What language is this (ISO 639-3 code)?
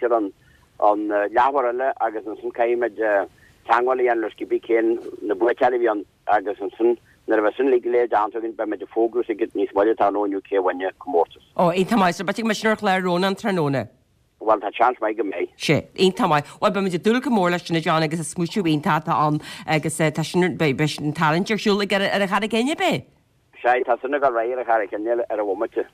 gle